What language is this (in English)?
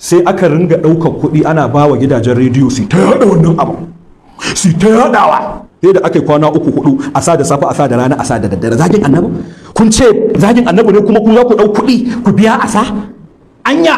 Hausa